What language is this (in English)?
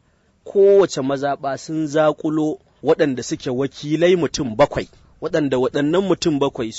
Hausa